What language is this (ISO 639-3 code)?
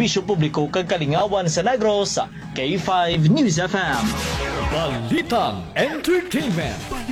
hil